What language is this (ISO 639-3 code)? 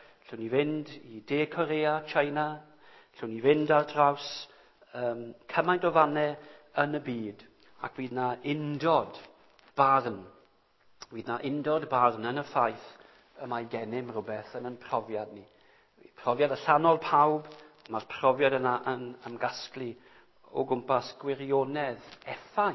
cym